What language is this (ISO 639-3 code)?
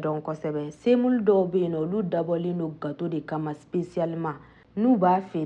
bam